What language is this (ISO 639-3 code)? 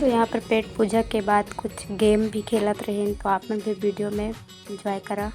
hne